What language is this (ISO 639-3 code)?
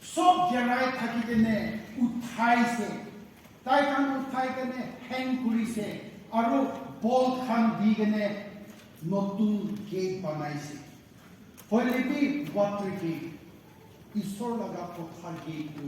nag